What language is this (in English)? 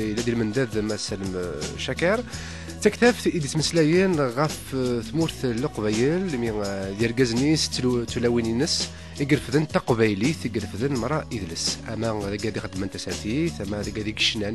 Kabyle